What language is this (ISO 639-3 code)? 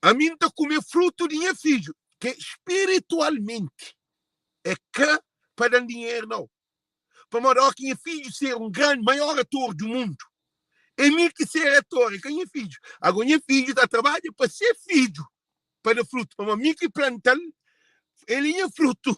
kea